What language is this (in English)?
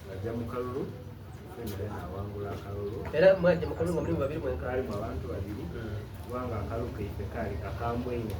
Soga